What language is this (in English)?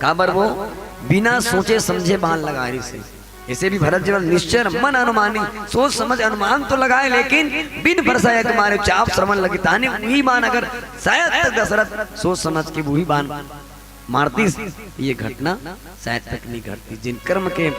Chhattisgarhi